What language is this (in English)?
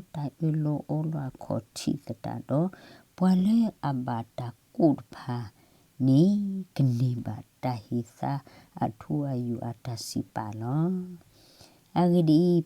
S'gaw Karen